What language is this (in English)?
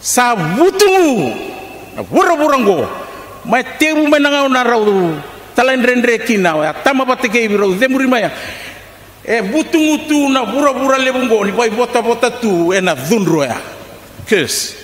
Fijian